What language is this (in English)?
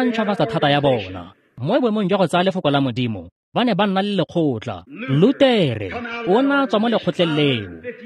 Tswana